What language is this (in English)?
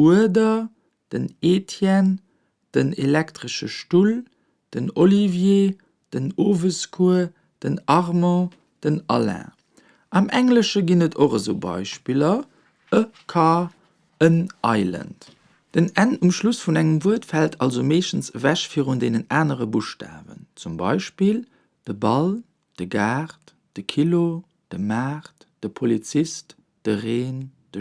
Luxembourgish